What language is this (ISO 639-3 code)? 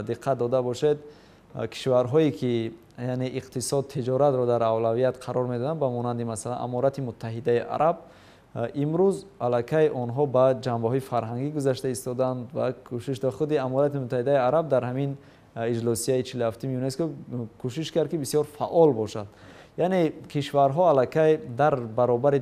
tgk